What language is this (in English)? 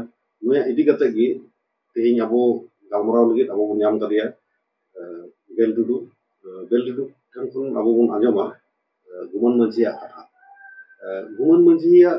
Santali